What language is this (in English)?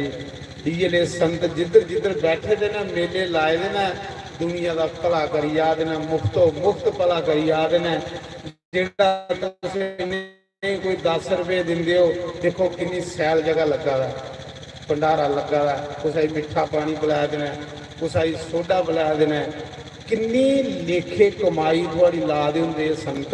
Dogri